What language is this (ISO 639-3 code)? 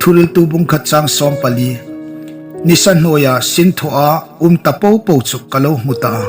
hmr